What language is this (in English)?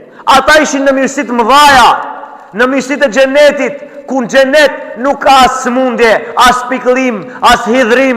Albanian